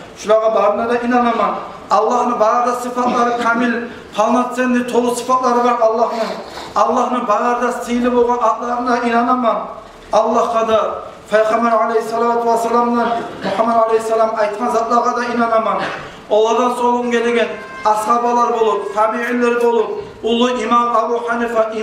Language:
Kumyk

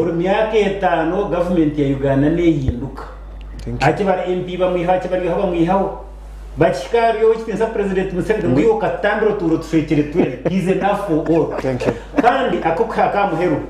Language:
Nyankole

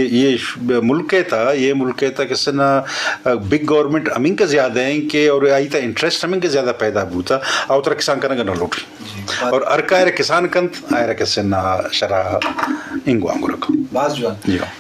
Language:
Eastern Balochi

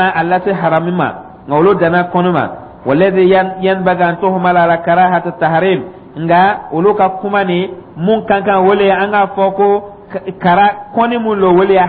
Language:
Dyula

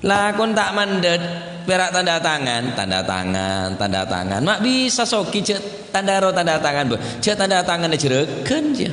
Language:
Madurese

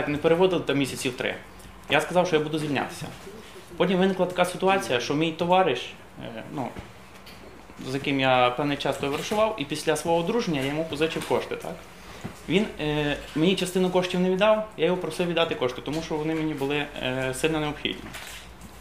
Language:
Ukrainian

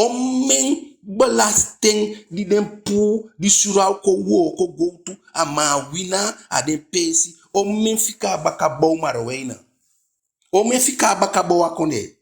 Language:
Eastern Maroon Creole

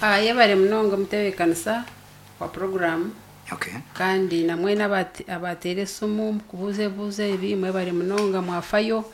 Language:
Nyankole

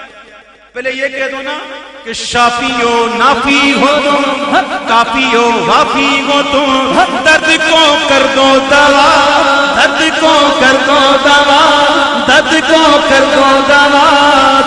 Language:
Urdu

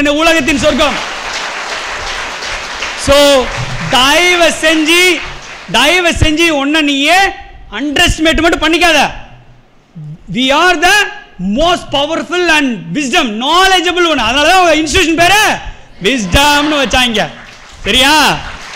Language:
Tamil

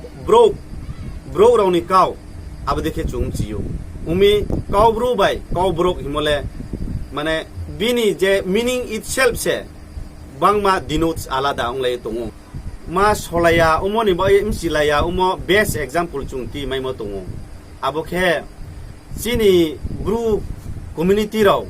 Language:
Riang (India)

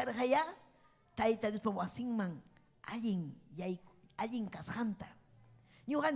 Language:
Ayacucho Quechua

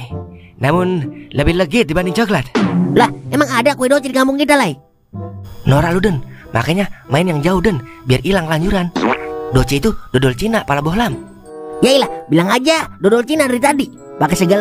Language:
Betawi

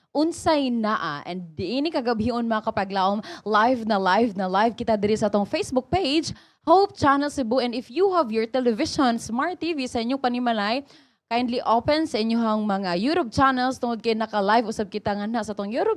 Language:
Cebuano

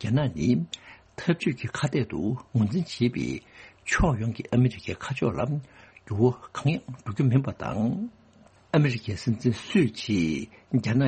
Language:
Tibetan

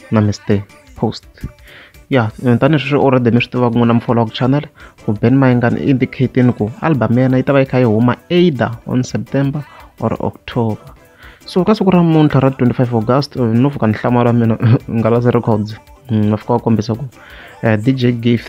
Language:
Tsonga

